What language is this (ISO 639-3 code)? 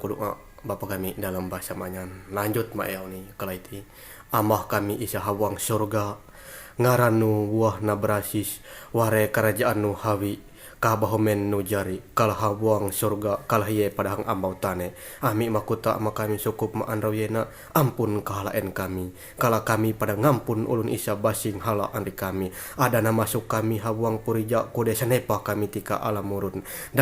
mhy